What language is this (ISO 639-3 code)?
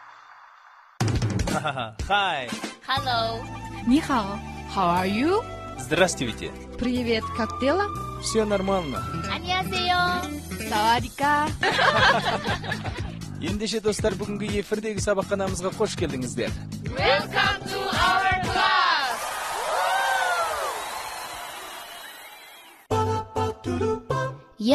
kaz